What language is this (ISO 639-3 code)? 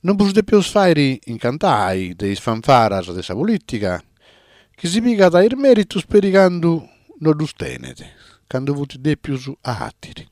srd